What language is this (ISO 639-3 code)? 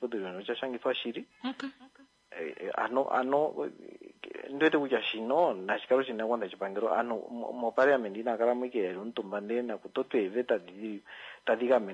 kua